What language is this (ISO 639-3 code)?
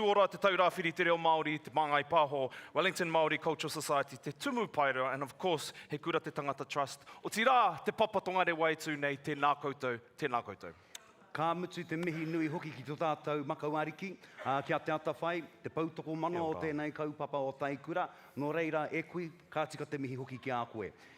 mri